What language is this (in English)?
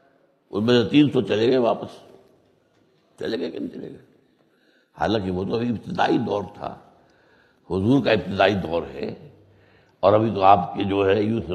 Urdu